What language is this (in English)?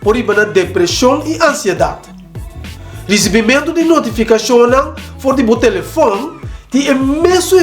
Papiamento